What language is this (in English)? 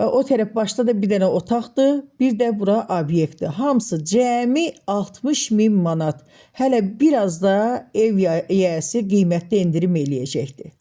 Azerbaijani